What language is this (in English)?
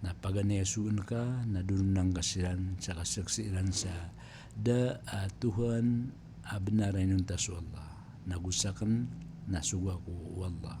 Maranao